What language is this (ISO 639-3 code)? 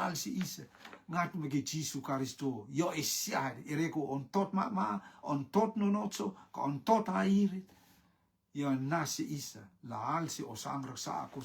rtm